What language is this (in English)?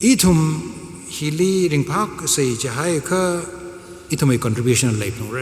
Tangkhul Naga (India)